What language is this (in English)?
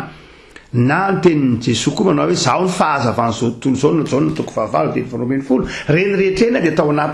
Malagasy